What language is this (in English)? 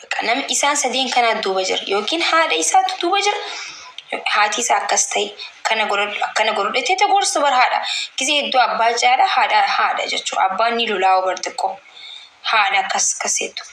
Oromo